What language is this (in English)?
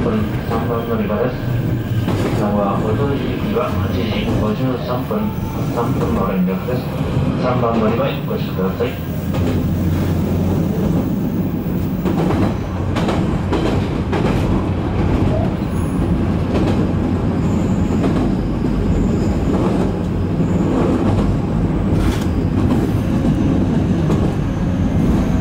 Japanese